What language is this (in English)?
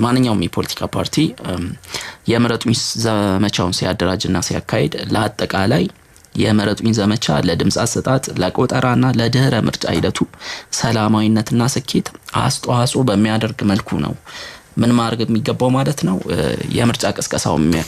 Amharic